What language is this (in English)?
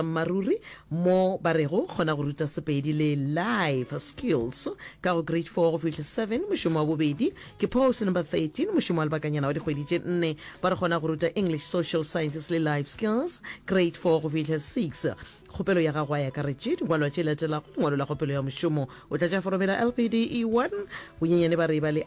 Northern Sotho